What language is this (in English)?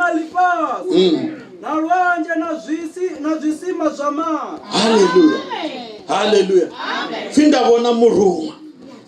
Venda